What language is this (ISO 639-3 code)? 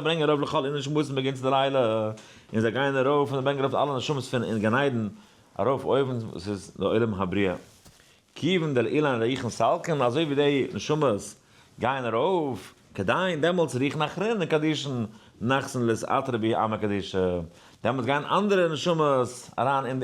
yid